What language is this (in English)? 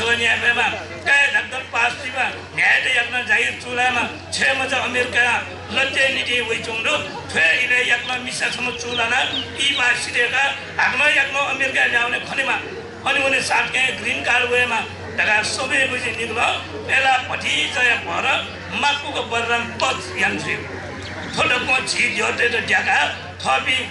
Newari